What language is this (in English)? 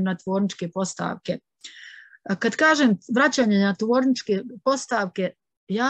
Bosnian